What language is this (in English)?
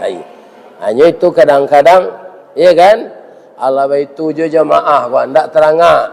Minangkabau